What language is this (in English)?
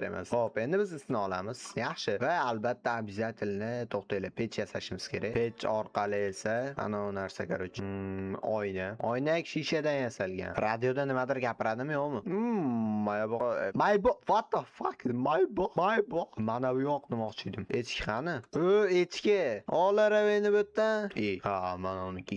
Uzbek